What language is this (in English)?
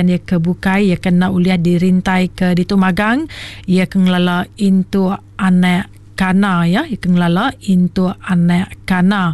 Iban